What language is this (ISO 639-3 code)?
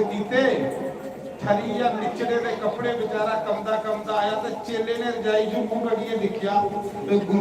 doi